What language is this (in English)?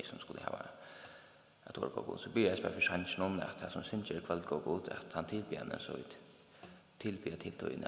Faroese